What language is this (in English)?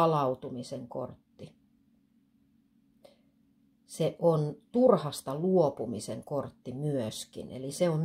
Finnish